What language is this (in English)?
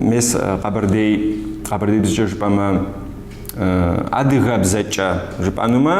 Kabardian